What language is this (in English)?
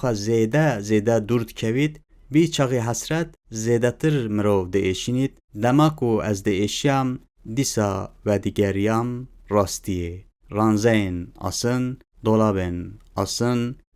Kurdish